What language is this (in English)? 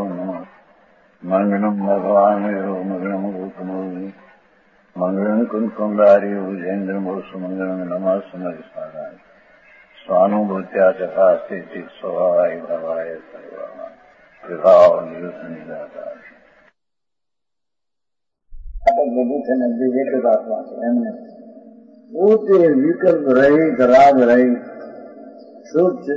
Gujarati